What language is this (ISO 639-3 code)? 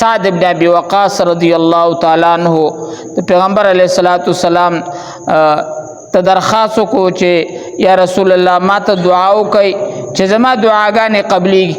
pus